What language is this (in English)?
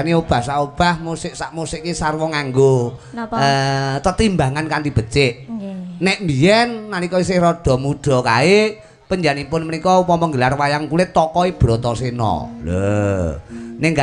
Javanese